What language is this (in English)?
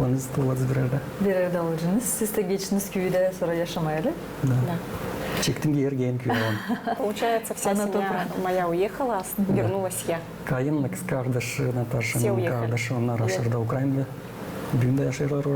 Gagauz